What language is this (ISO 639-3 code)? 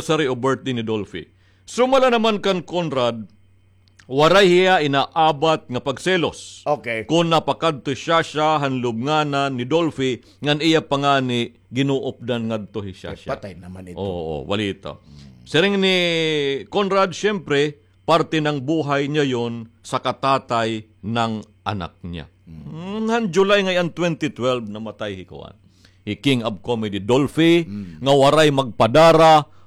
war